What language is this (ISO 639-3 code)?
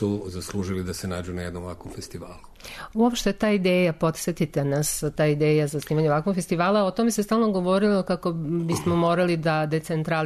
srp